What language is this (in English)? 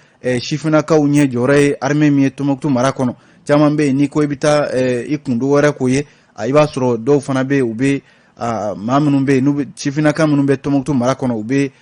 Bambara